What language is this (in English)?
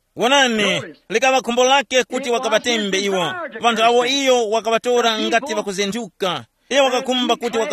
Tumbuka